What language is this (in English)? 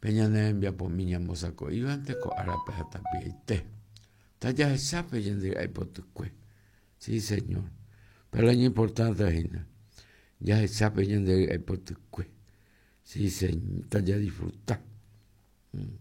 Guarani